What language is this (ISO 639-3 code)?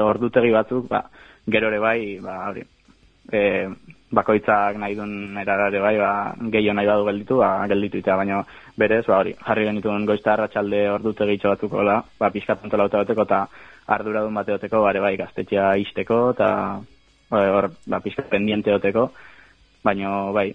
eus